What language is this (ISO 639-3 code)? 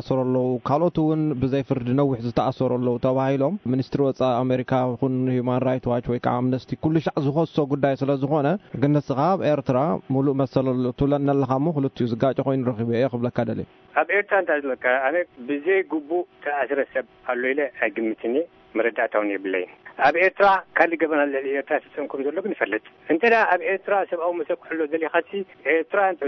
tir